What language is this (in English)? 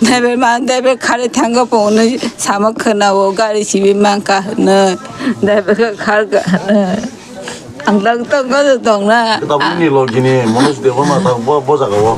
Kok Borok